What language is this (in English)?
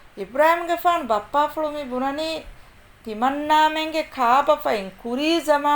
Divehi